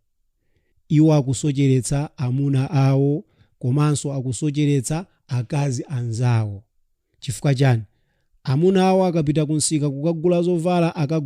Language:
Nyanja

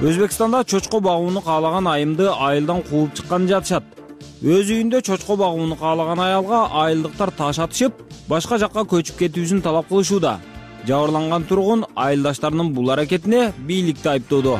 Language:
Kyrgyz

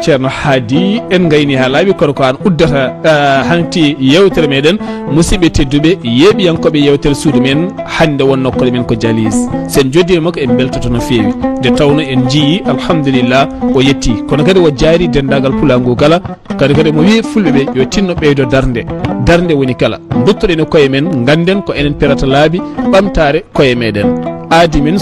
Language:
Fula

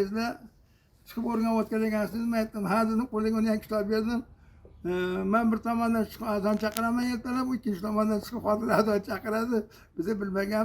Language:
Uzbek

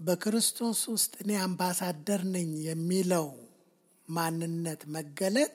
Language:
Amharic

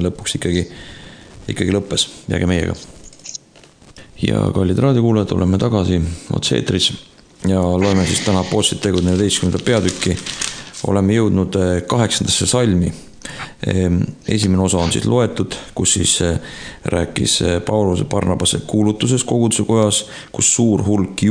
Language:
Estonian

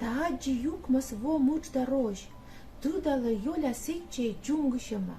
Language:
Komi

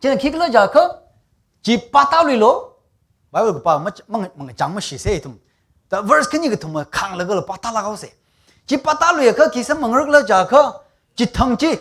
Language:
Tangkhul Naga (India)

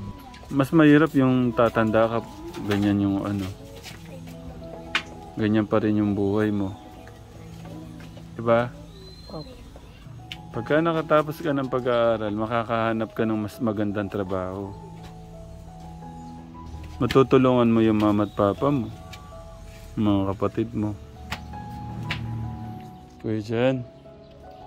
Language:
Filipino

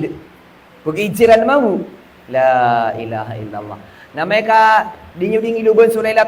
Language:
Maranao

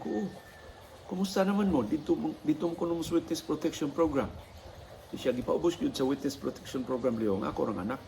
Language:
Cebuano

